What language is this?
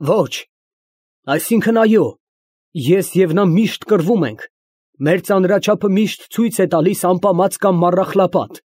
Armenian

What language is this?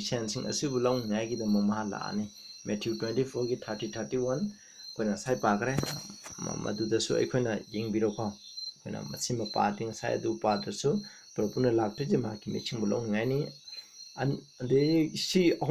Manipuri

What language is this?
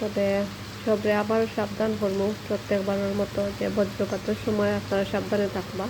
Sylheti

